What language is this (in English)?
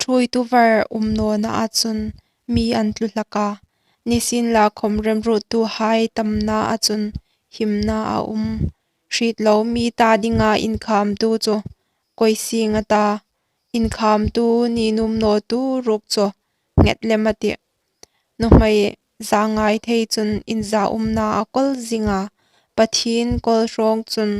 Hmar